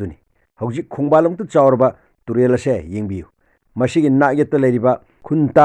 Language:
Manipuri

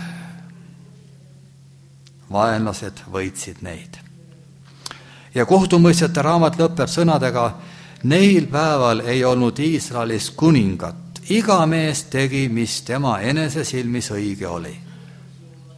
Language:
Estonian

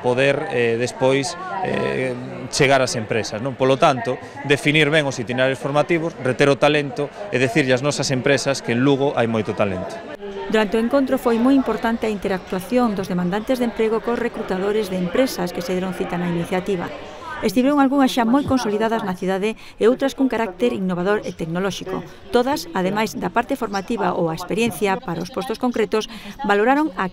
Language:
Galician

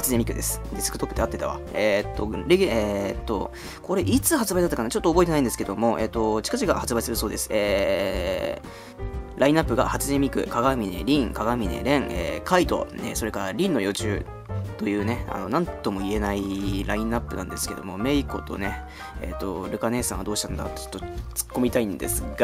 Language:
Japanese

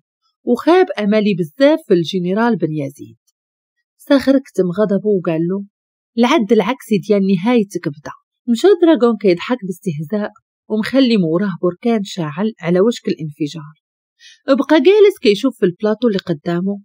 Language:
Moroccan Arabic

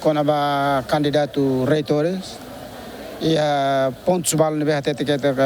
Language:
Tetum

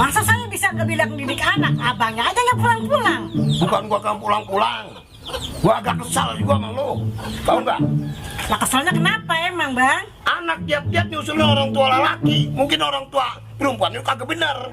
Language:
Betawi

